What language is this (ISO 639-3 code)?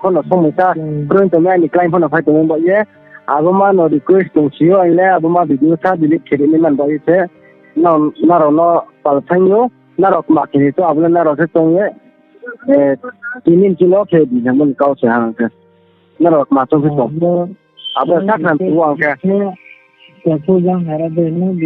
ria